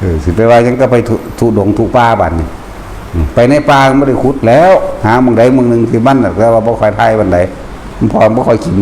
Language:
Northeastern Thai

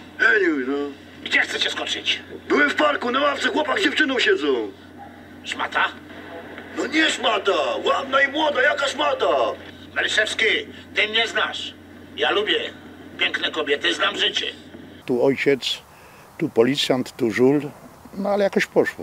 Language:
Silesian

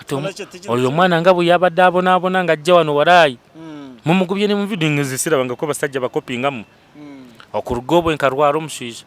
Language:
Nyankole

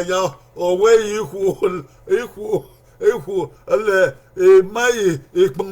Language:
Bini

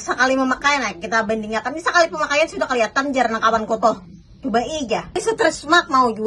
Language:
Banjar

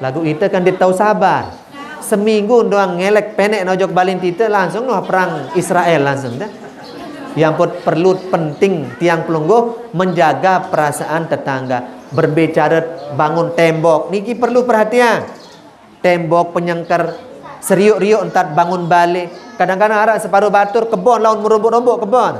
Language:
Sasak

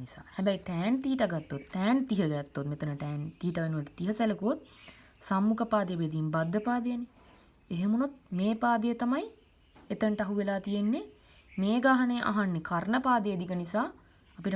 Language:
Sinhala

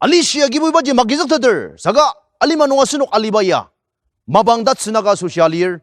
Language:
Ao Naga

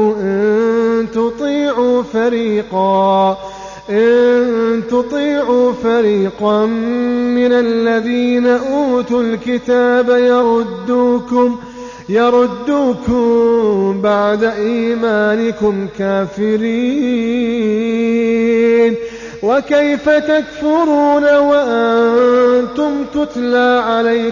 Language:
Arabic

